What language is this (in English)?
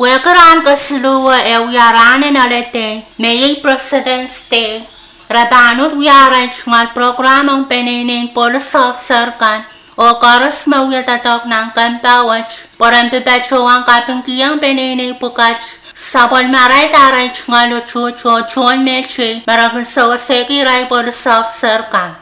Pohnpeian